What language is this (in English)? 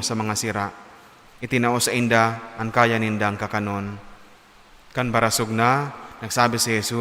Bikol